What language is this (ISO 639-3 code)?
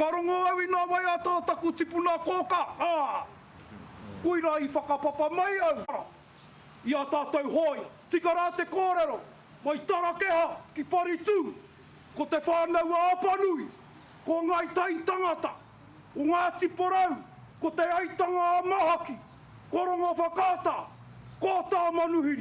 mri